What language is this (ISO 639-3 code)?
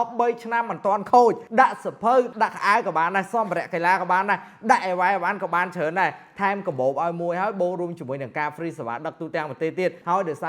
khm